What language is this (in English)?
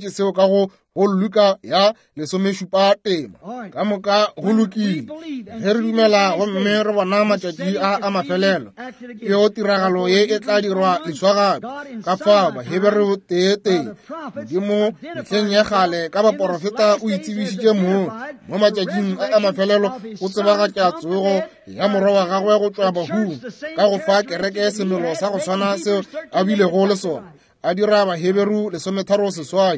Northern Sotho